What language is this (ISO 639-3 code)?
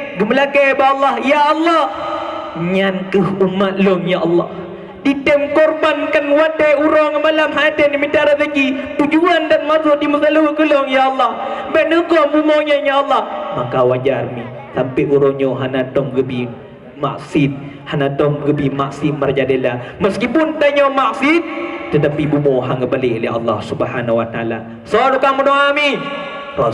ace